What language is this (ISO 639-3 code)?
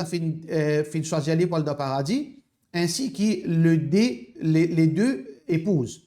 mfe